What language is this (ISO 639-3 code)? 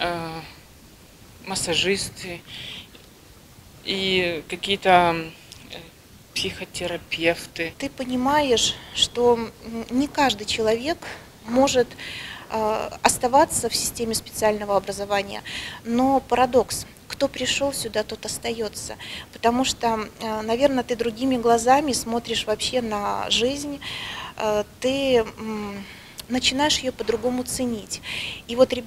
rus